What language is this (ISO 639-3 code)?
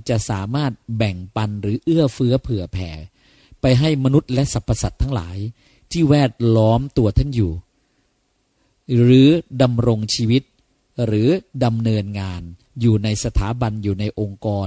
tha